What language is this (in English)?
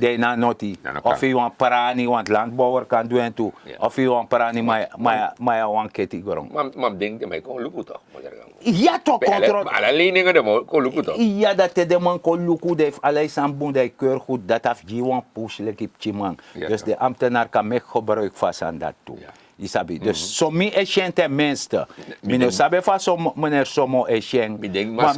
Sranan Tongo